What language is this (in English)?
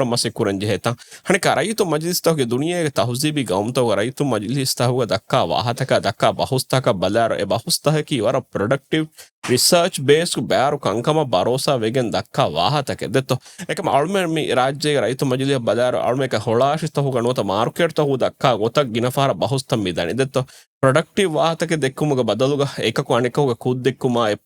Divehi